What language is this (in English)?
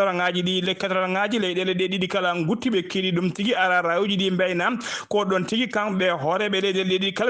Fula